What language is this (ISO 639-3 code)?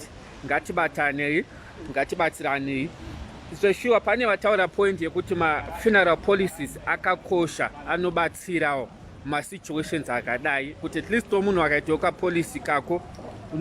sna